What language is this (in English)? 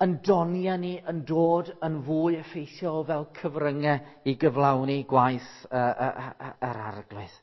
Welsh